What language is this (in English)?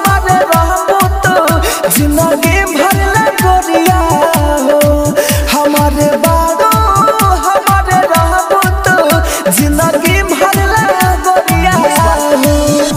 Bhojpuri